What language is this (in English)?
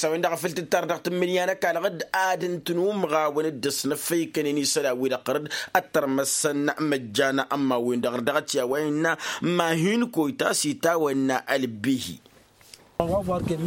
Tamasheq